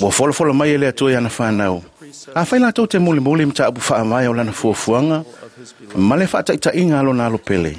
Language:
Samoan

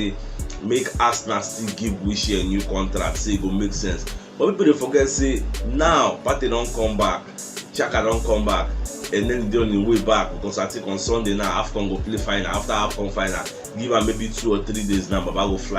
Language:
Nigerian Pidgin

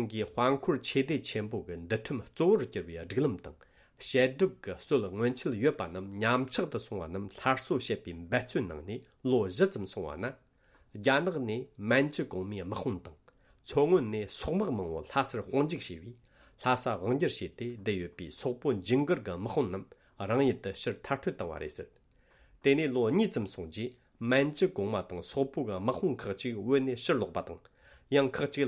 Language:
Tibetan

